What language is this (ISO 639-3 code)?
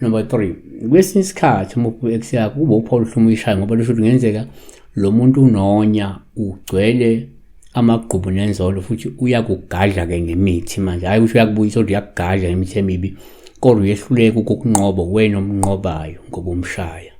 zul